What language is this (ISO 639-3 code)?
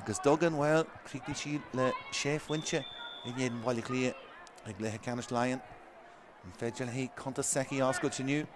gle